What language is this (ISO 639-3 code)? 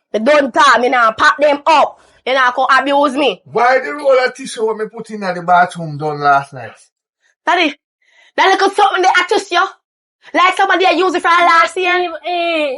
jam